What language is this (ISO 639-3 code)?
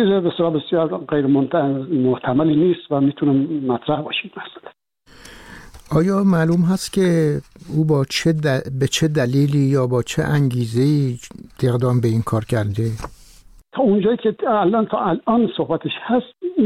fas